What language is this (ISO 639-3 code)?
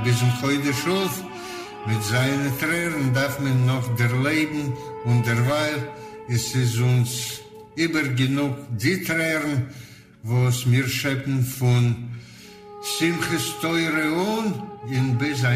yid